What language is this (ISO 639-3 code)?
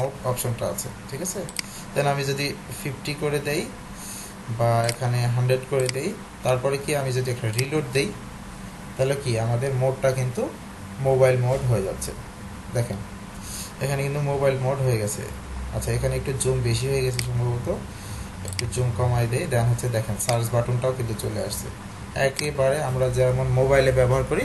ben